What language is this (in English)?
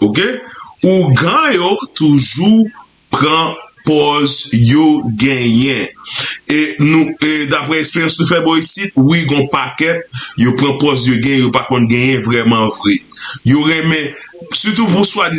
Haitian Creole